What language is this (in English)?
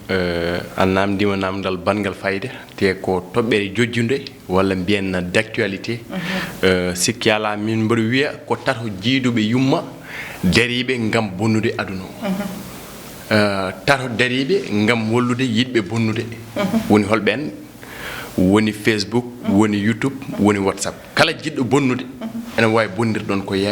Fula